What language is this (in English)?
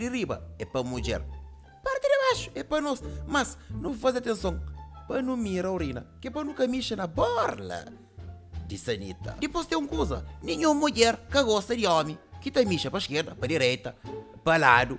Kabuverdianu